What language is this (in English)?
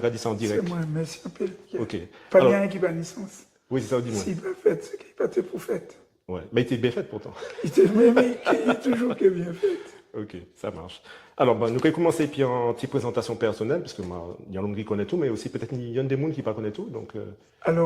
Guadeloupean Creole French